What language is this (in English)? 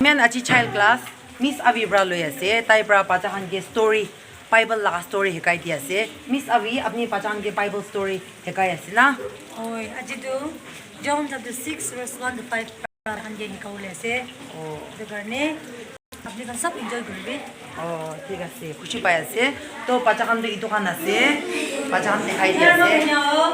Naga Pidgin